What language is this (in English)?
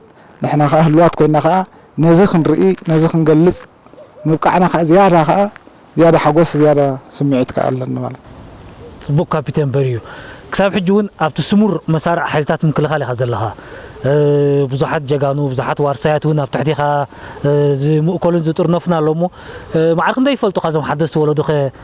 Tigrinya